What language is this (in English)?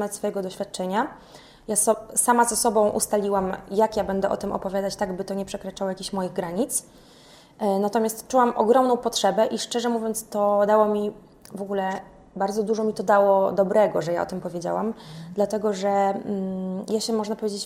Polish